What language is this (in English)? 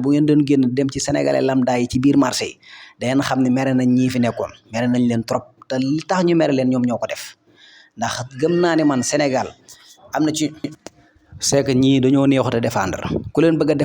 Wolof